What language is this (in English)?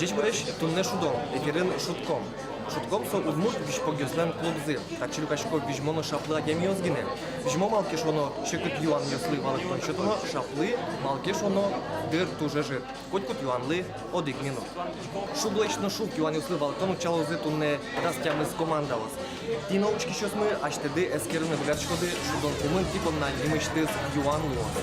Udmurt